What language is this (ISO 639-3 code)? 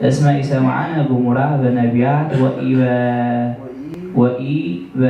gez